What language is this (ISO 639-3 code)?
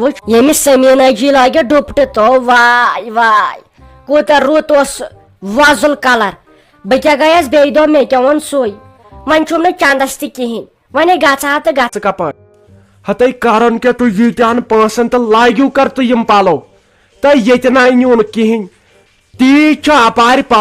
kas